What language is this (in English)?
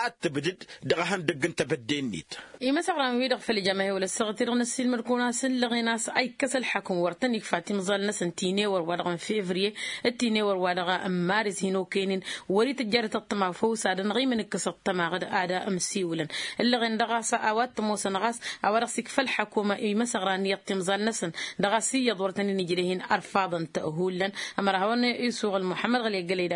Tamasheq